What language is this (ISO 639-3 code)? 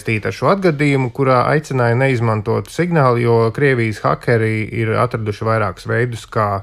lav